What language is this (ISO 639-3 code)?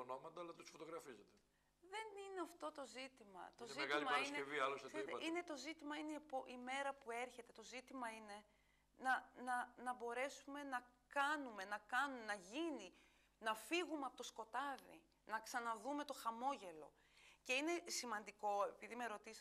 ell